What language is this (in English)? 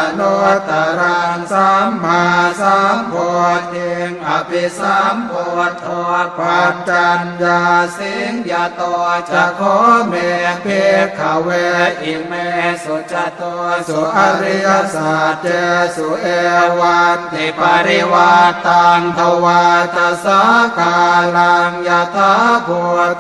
Pali